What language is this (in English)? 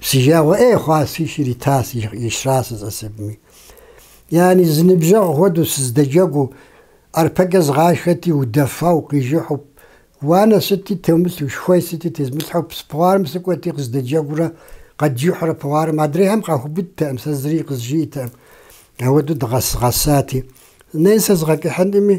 Kabardian